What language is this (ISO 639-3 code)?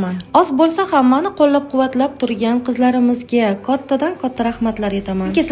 uzb